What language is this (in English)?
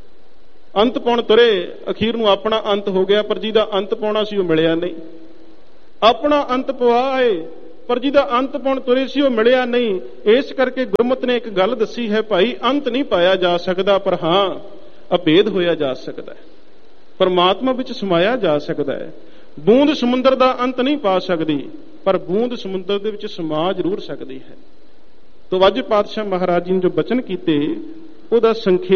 Punjabi